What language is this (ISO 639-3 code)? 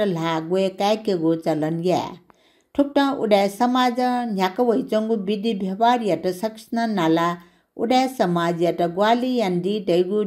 new